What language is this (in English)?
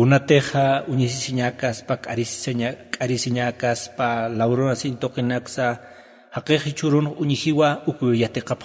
Aymara